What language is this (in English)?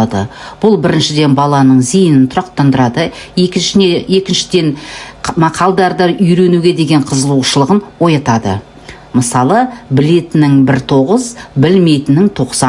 Kazakh